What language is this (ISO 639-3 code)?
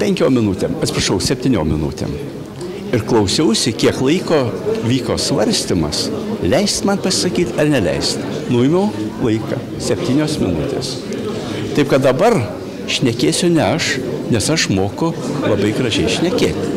lit